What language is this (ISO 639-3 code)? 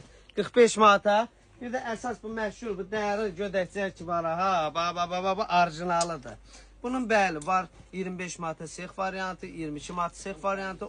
aze